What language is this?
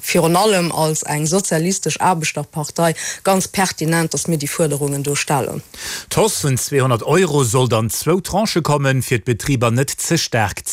Luxembourgish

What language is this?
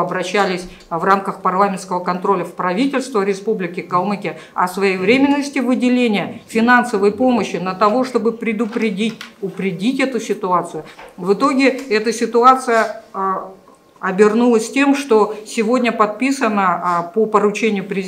Russian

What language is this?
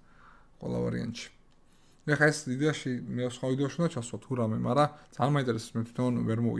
Georgian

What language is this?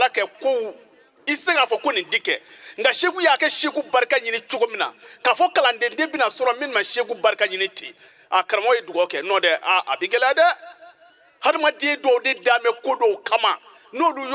Bambara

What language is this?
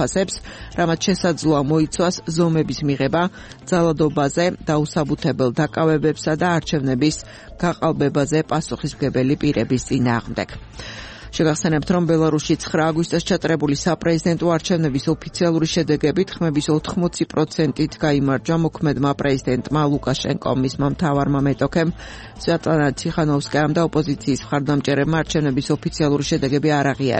Georgian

